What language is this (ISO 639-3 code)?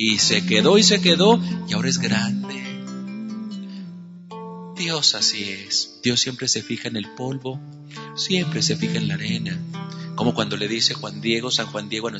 spa